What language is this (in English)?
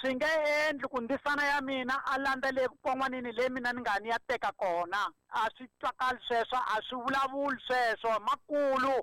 Tsonga